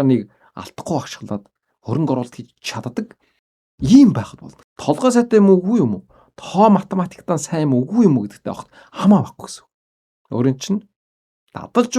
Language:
Mongolian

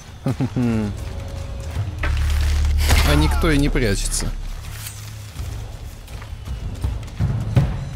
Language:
Russian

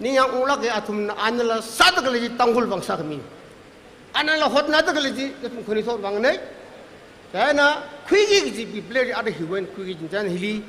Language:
Tangkhul Naga (India)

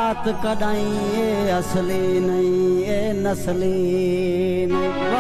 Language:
Saraiki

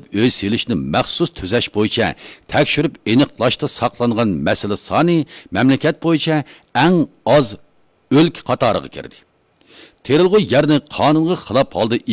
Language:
Uyghur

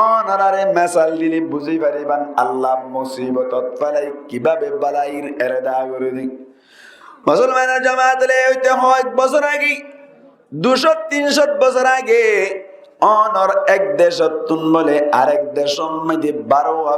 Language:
Rohingya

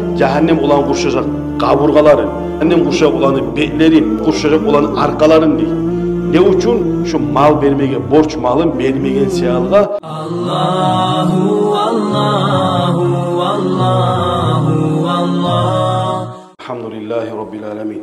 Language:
Kumyk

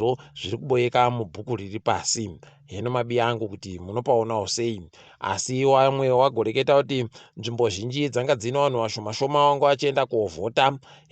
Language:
Ndau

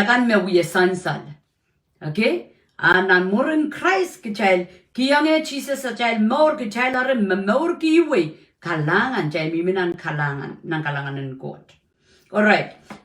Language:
Pohnpeian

